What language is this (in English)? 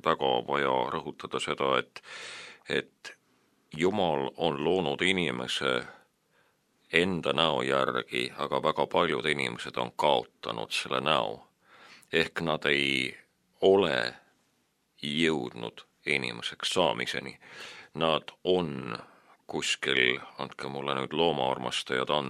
Estonian